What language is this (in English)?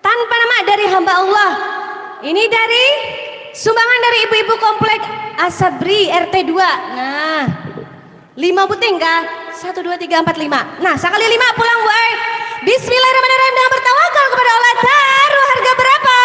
Banjar